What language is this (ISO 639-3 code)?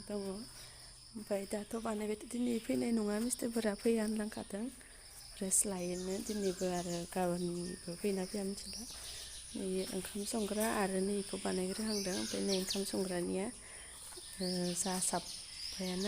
brx